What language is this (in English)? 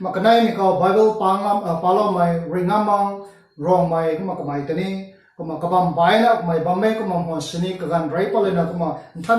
Rongmei Naga